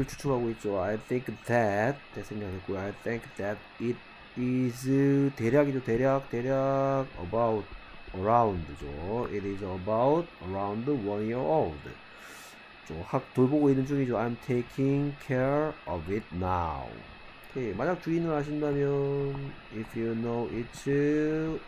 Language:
Korean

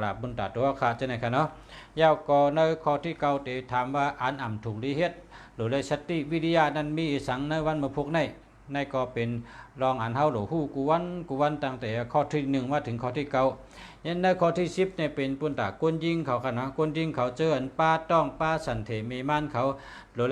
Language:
Shan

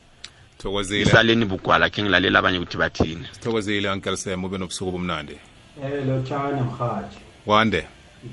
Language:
South Ndebele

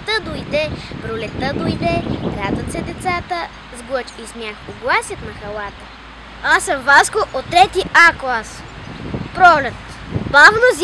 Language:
Bulgarian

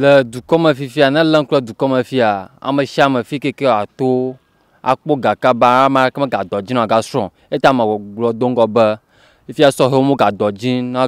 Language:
Ewe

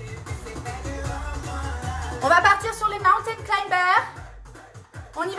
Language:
French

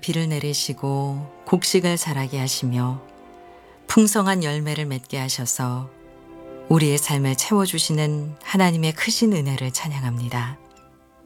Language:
Korean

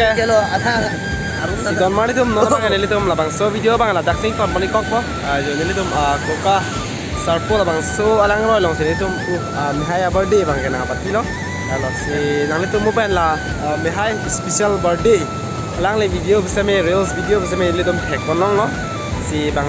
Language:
Karbi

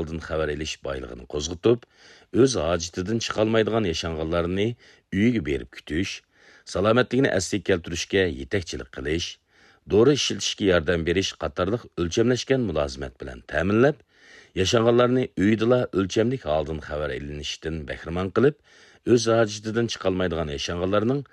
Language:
Uyghur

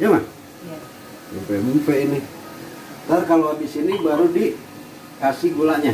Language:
Betawi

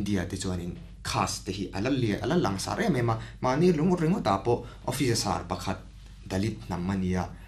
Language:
Mizo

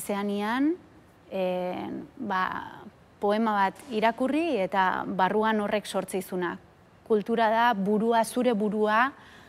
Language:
Basque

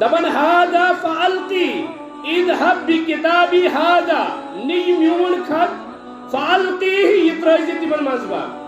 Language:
Kashmiri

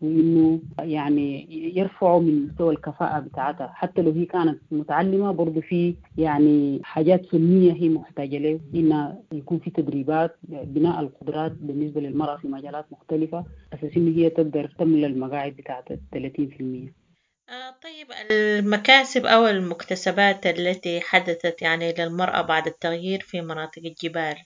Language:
Sudanese Arabic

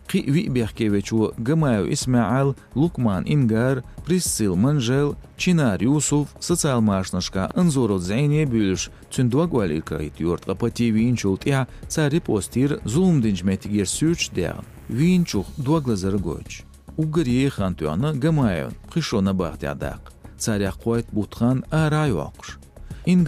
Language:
Chechen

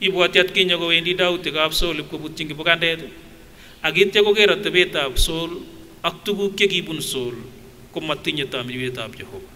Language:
Kipsigis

